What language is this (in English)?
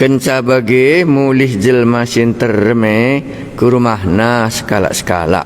Batak Karo